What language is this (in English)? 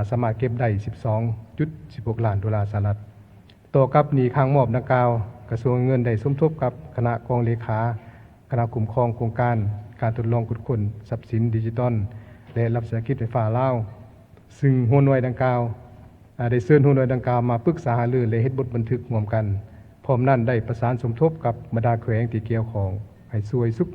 Lao